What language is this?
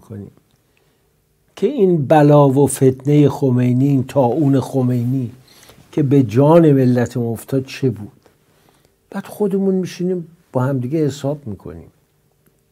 Persian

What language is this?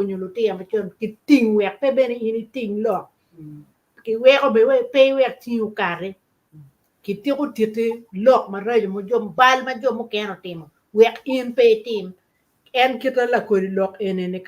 Acoli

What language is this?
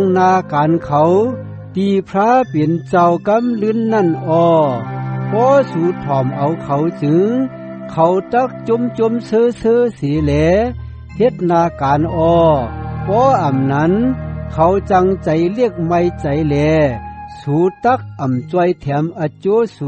Shan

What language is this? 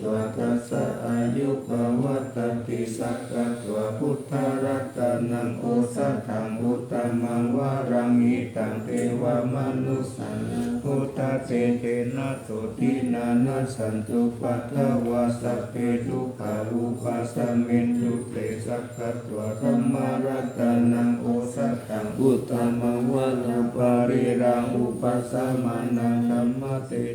Pali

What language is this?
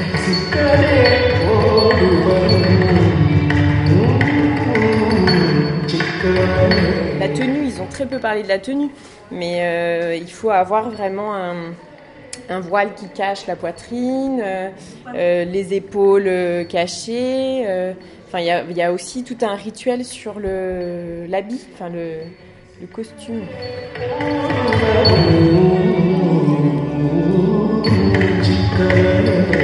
French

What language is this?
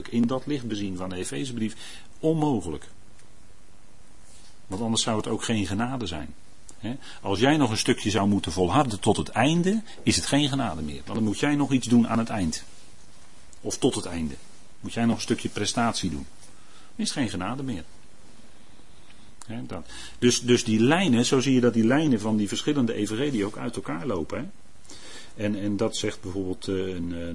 Dutch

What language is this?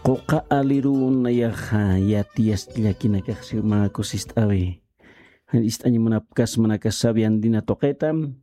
Aymara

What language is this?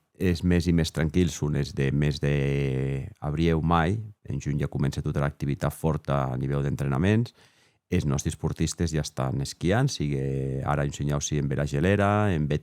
Occitan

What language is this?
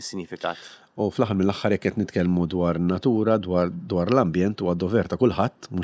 Maltese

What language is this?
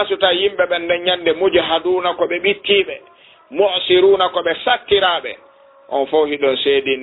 Fula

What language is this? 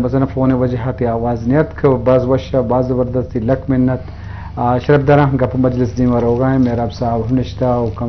Eastern Balochi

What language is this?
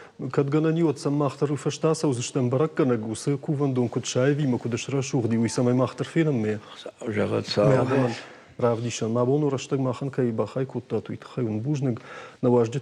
Ossetic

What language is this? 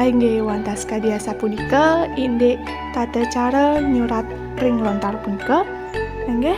Balinese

